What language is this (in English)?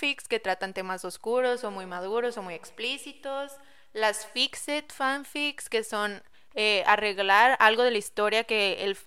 Spanish